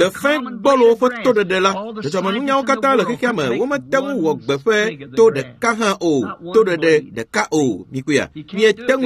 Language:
Ewe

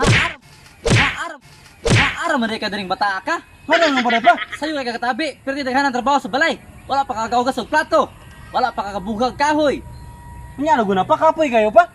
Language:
Cebuano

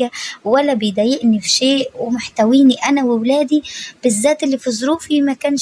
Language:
Egyptian Arabic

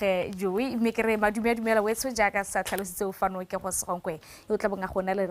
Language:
Tswana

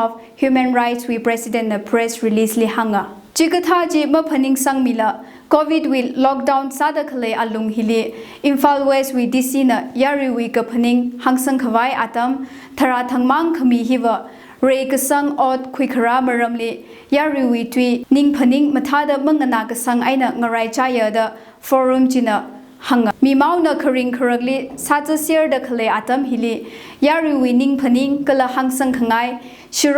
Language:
Tangkhul Naga (India)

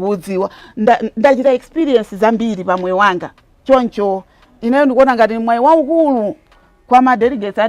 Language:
Nyanja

